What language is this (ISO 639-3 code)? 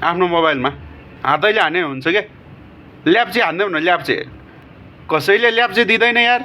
nep